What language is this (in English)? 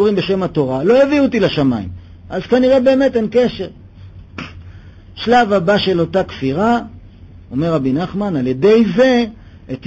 Hebrew